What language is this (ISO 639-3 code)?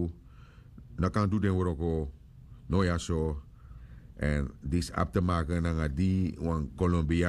srn